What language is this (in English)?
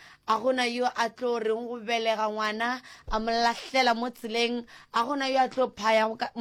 Northern Sotho